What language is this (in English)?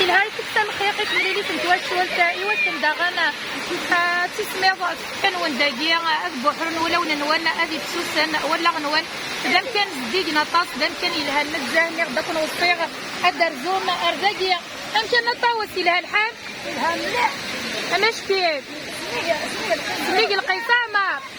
Kabyle